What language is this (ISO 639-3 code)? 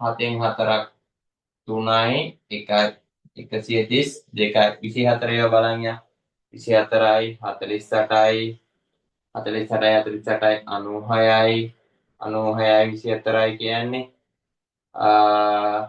sin